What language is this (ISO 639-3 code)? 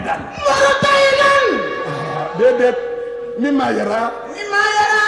wol